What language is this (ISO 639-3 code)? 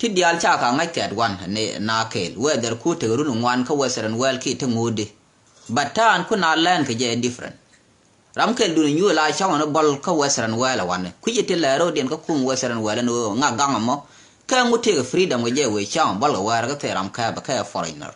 nus